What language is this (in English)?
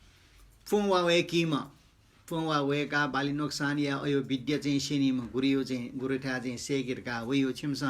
Newari